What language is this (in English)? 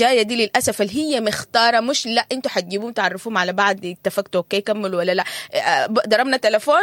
Sudanese Arabic